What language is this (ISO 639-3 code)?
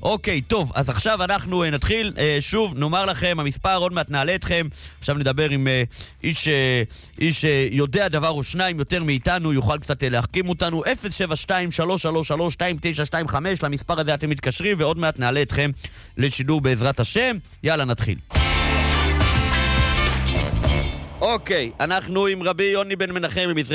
heb